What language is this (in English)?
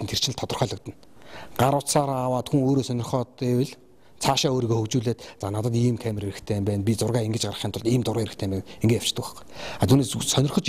Mongolian